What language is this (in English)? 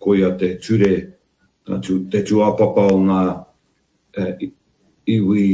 Māori